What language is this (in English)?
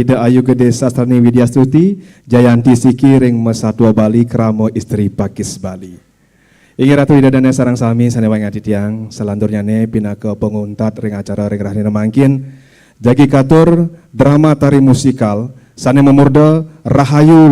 Balinese